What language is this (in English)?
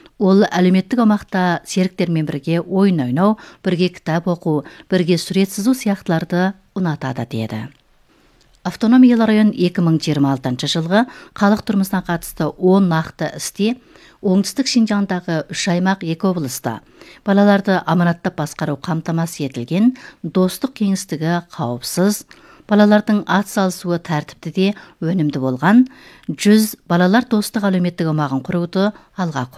Kazakh